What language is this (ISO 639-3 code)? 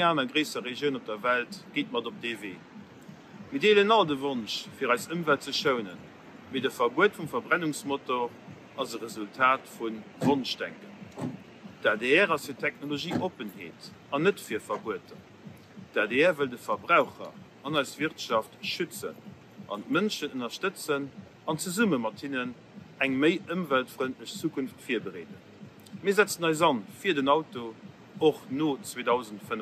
ltz